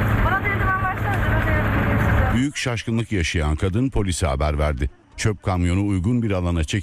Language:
Turkish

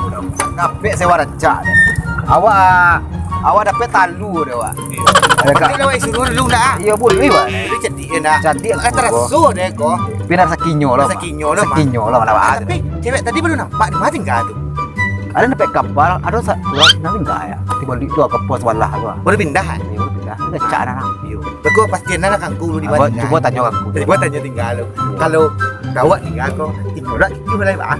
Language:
Minangkabau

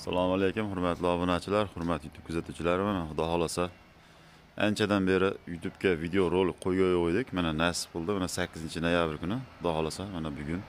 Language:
Uzbek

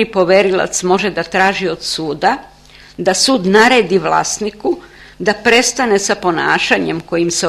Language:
Serbian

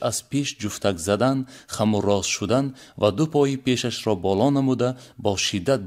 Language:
Tajik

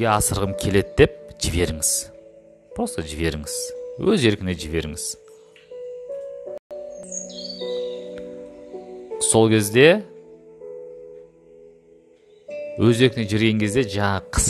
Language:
Kazakh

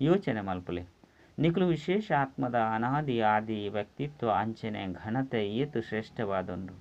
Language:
Tulu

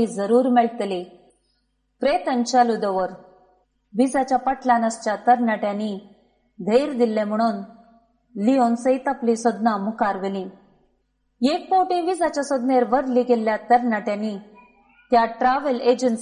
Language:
Konkani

